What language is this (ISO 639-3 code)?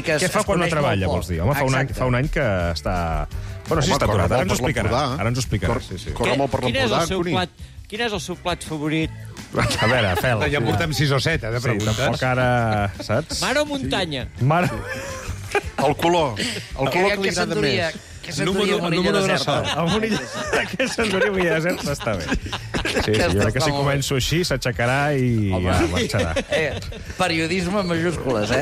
cat